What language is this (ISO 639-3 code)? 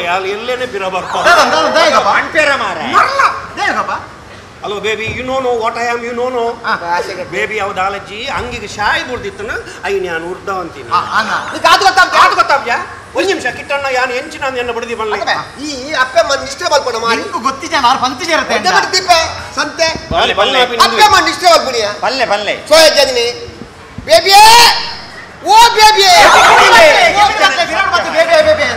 tcy